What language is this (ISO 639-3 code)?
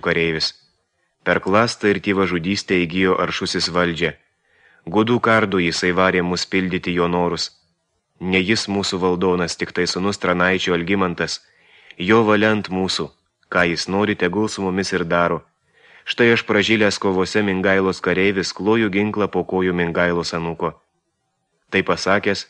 lit